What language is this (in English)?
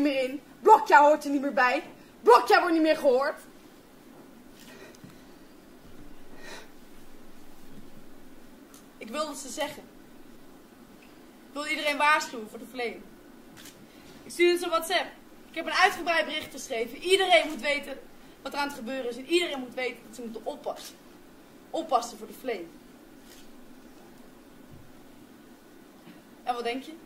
Dutch